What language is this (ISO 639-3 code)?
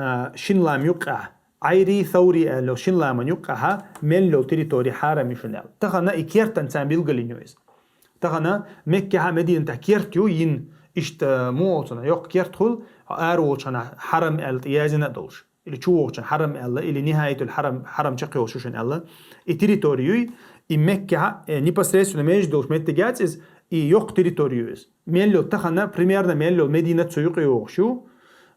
che